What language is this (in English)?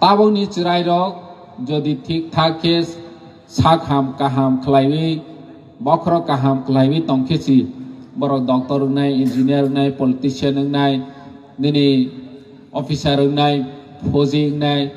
Kok Borok